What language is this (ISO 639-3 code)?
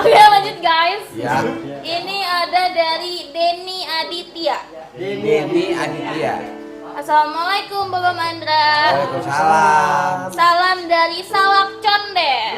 bew